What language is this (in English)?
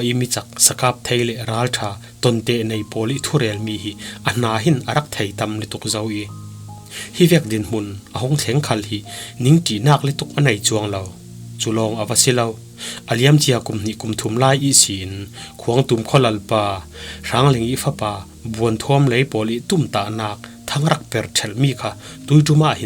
Falam Chin